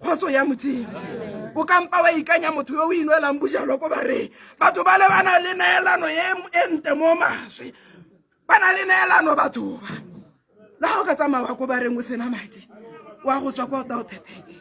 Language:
Tswana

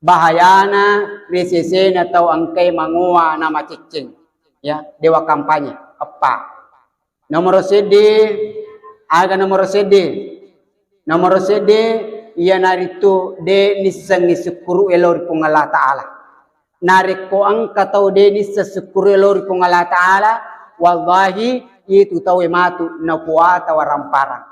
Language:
Buginese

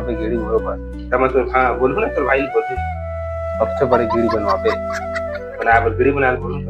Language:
Chhattisgarhi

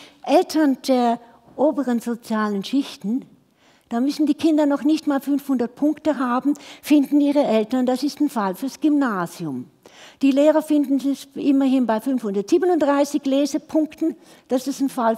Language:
German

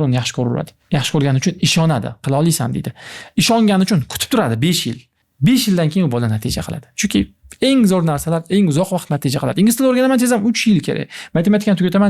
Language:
Uzbek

